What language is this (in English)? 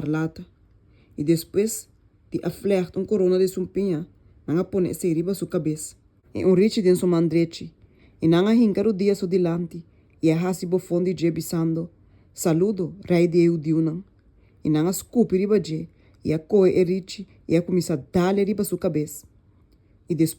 Papiamento